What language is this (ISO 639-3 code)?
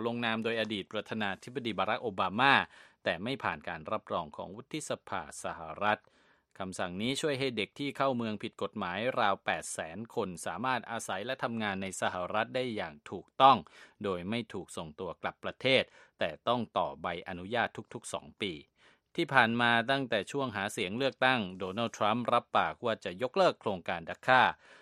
tha